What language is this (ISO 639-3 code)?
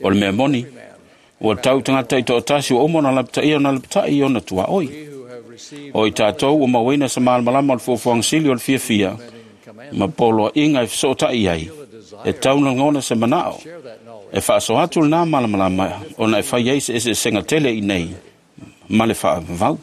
smo